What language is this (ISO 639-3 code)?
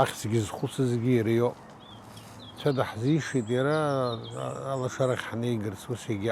abk